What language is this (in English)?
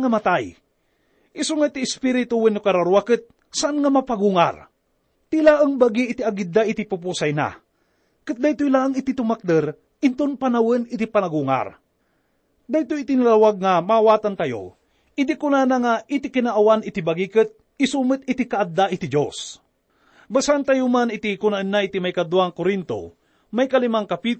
Iloko